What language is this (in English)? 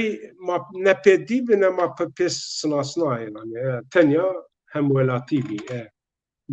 Zaza